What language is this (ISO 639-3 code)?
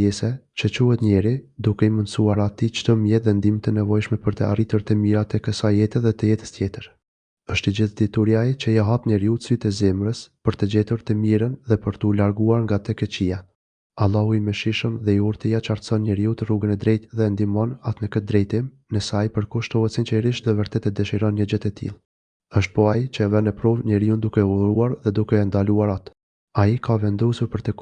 sqi